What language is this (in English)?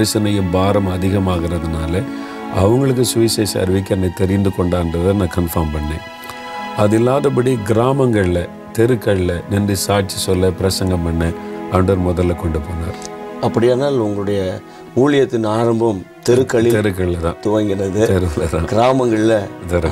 Tamil